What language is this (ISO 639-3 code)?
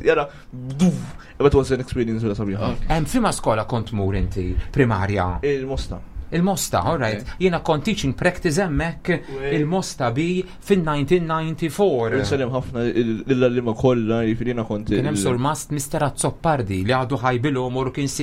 mlt